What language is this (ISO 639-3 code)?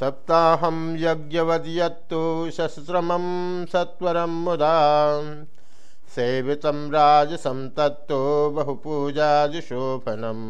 san